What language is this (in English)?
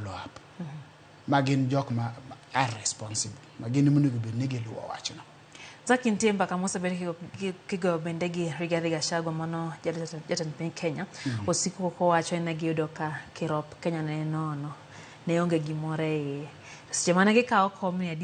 Luo (Kenya and Tanzania)